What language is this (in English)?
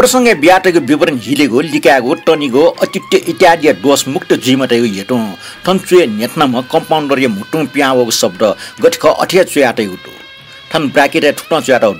Newari